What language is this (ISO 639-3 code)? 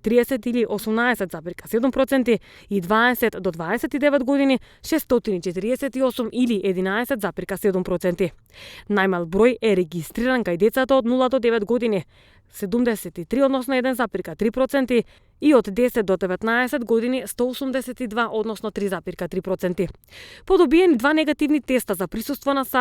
mkd